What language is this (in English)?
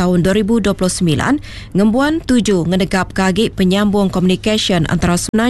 Iban